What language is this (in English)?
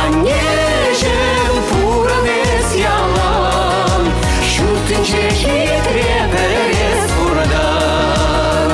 Chuvash